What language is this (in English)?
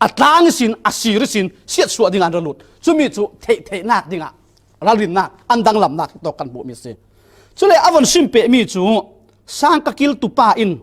Falam Chin